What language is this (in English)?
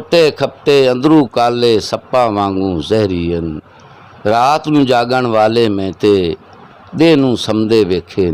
Saraiki